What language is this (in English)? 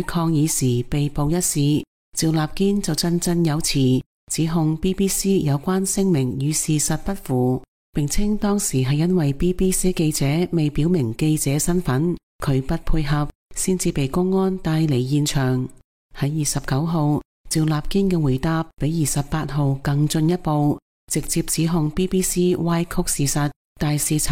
Cantonese